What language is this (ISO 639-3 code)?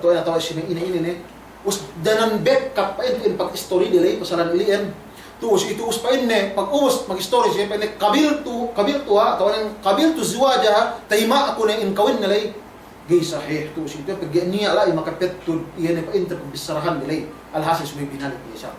yka